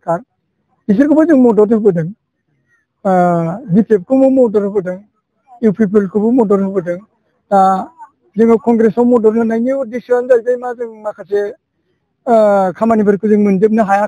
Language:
Bodo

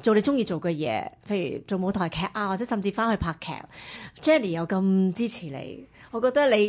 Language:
Cantonese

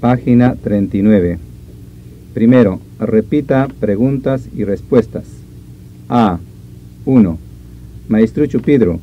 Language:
Ayacucho Quechua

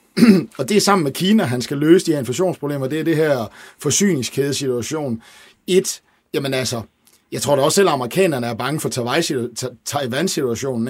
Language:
Danish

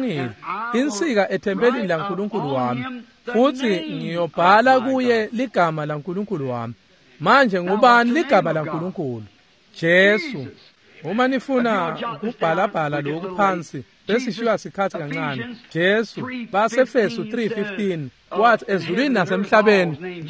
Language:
Swati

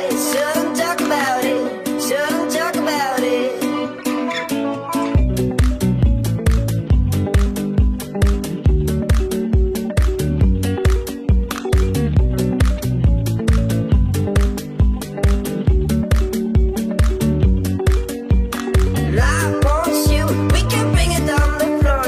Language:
English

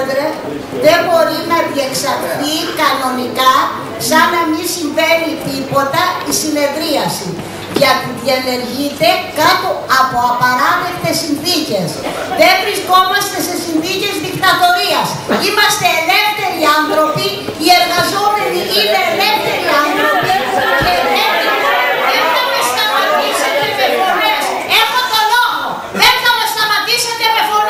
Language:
Greek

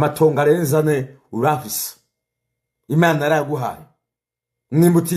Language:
Rundi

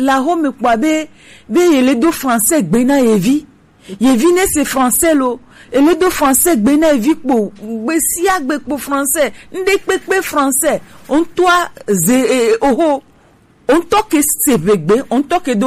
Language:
Gen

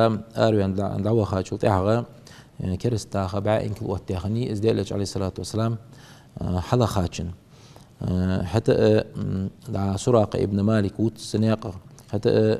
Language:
Ingush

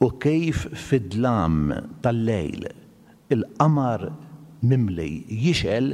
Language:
Maltese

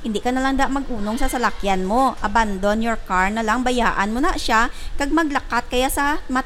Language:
Hiligaynon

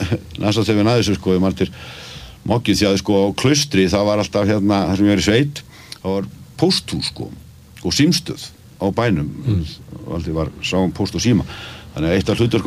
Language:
Icelandic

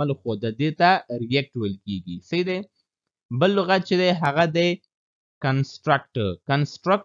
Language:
Pashto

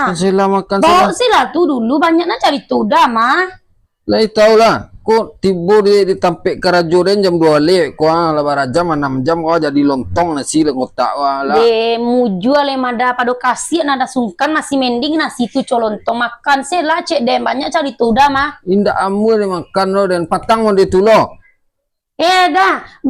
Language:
Minangkabau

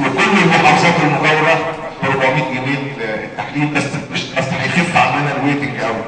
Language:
Egyptian Arabic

